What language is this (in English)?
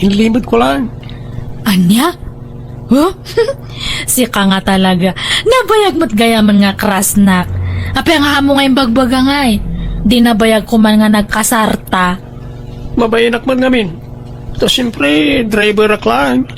Iloko